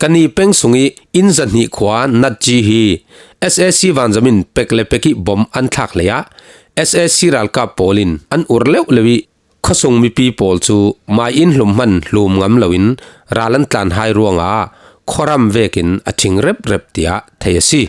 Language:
Falam Chin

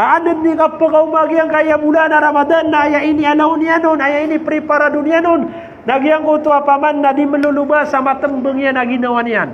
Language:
Maranao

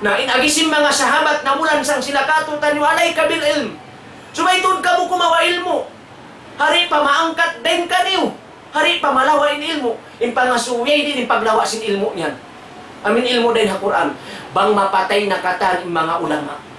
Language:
Tausug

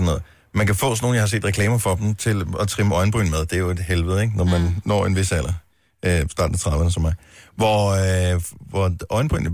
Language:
Danish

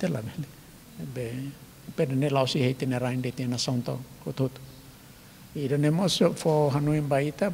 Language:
Tetum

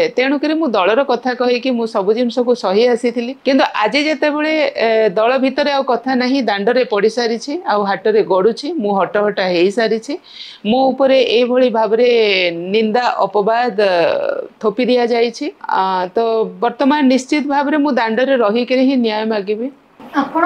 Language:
Odia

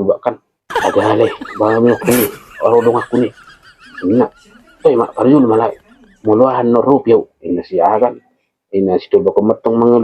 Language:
Batak Toba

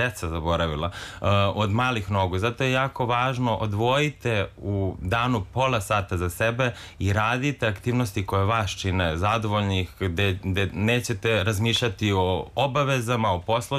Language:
Serbian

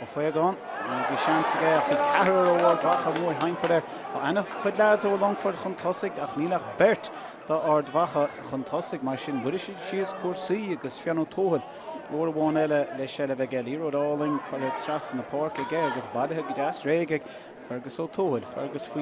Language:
Irish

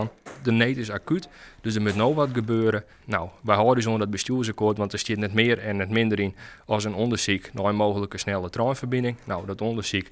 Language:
Western Frisian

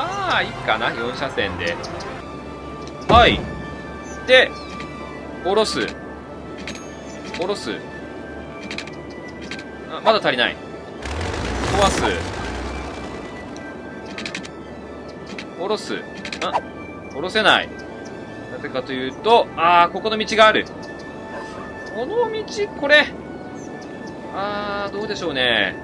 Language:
Japanese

